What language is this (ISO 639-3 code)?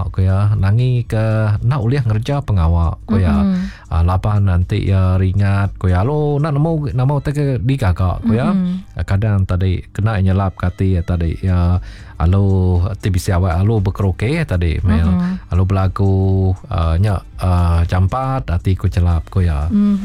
iba